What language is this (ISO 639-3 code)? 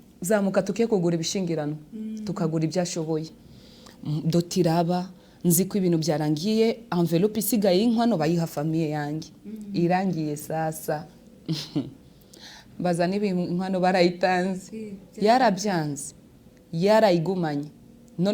kin